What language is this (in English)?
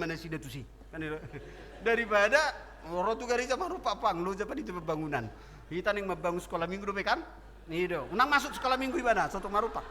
Batak Toba